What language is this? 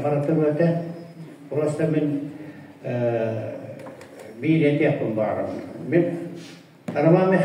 Yakut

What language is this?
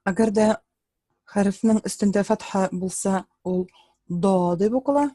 Tatar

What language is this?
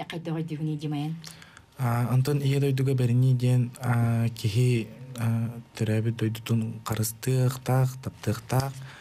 Yakut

